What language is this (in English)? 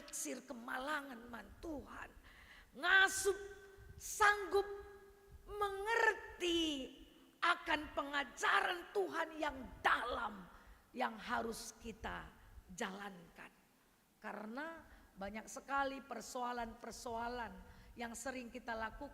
Batak Karo